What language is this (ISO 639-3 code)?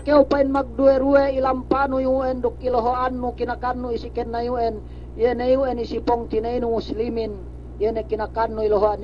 yka